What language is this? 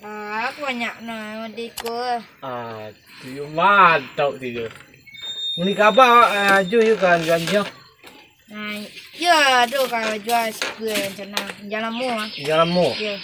Minangkabau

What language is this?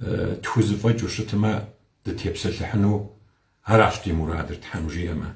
Kabardian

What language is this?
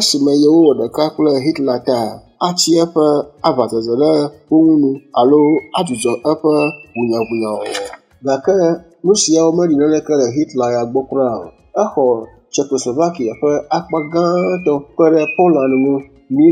Ewe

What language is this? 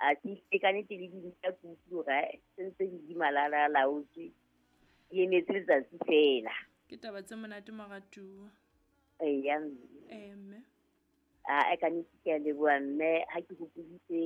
Southern Sotho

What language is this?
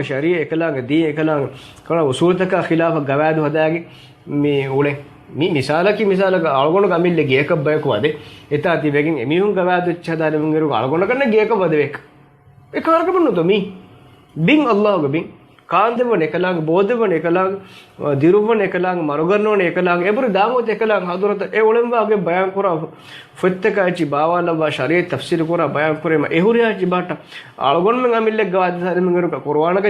Divehi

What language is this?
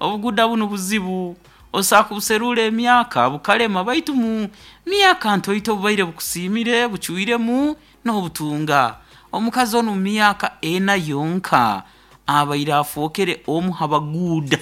Nyoro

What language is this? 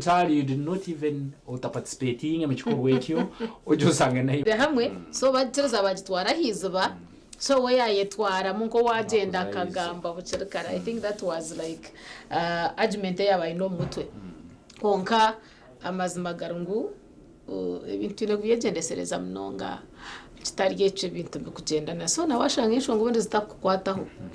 Nyankole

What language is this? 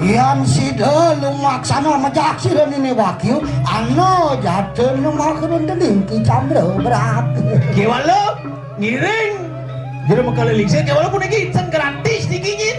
Balinese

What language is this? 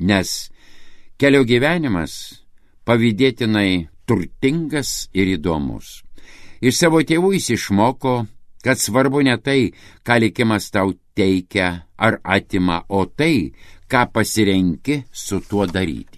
Lithuanian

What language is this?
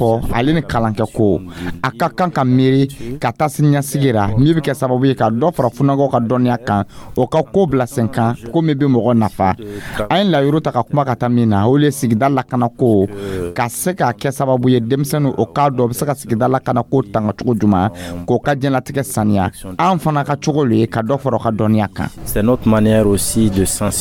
Dyula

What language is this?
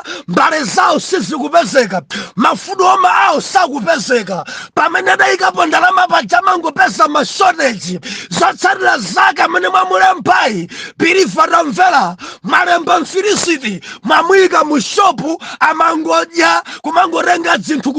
Nyanja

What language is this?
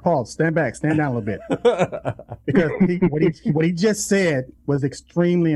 English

